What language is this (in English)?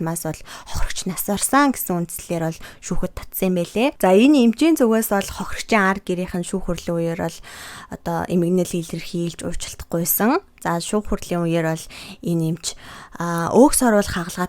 Mongolian